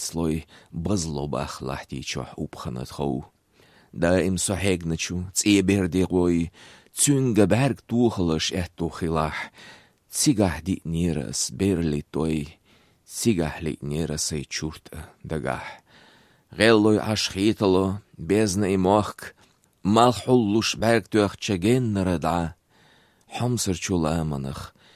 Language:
Chechen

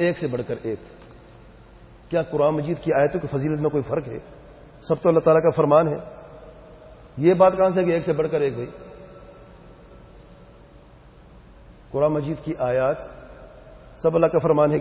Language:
Urdu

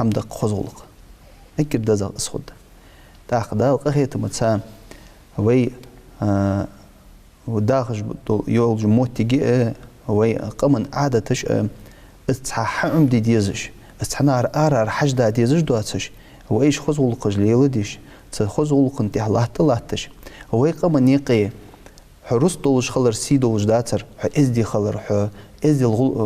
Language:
Ingush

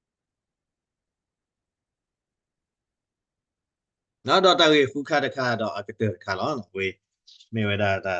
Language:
S'gaw Karen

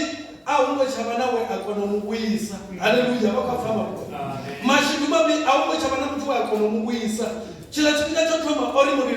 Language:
Venda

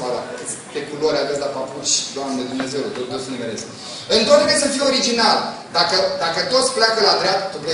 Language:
Romanian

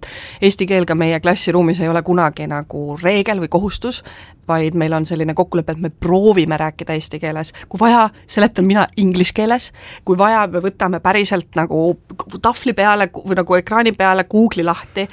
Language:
Estonian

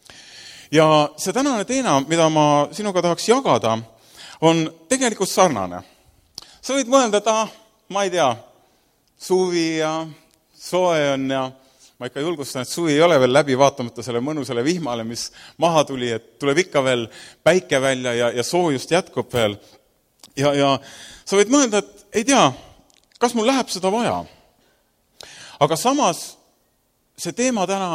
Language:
Estonian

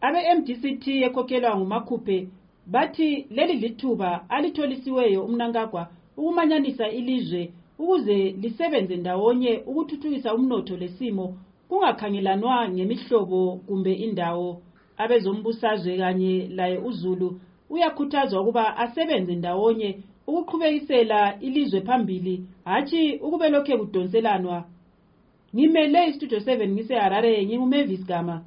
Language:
North Ndebele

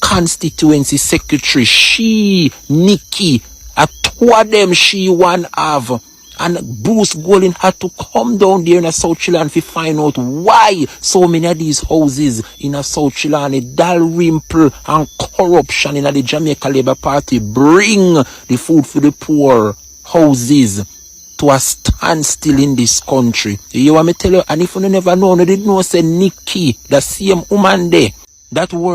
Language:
Jamaican Creole English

